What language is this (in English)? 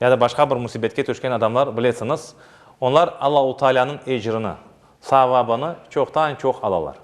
Crimean Tatar